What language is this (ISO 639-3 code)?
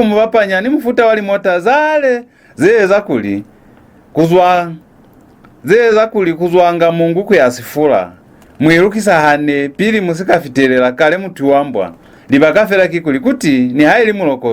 loz